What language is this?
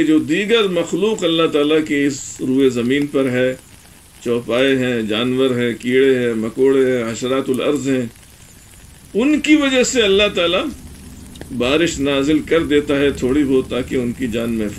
Urdu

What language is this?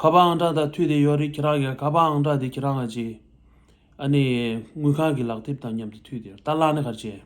Tibetan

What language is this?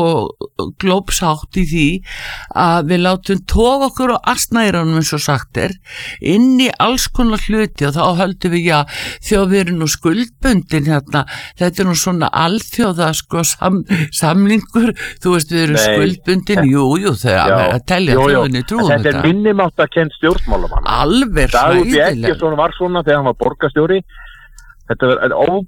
Icelandic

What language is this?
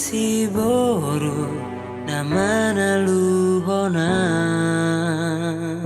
Batak Toba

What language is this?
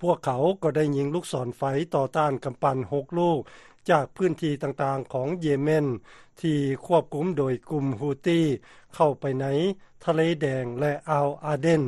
Lao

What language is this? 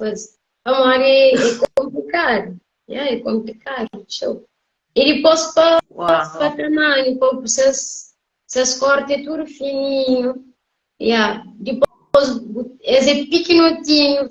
Kabuverdianu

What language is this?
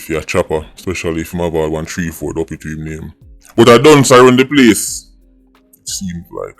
Jamaican Creole English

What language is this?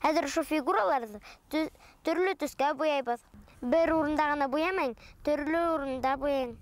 Bashkir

